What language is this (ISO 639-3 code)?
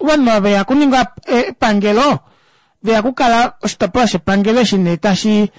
kua